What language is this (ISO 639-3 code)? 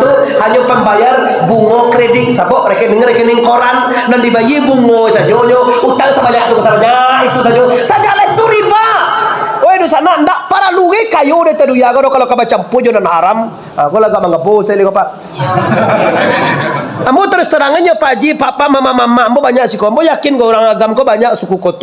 min